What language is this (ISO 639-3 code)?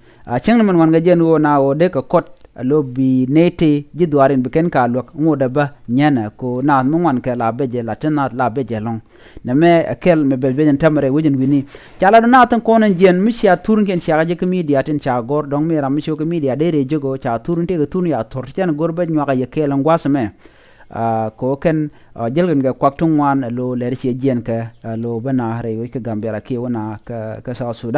nus